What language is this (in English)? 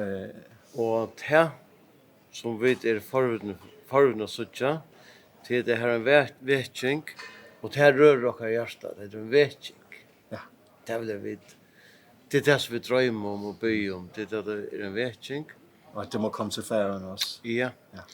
Faroese